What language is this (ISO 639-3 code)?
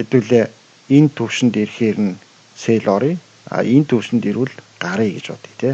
mon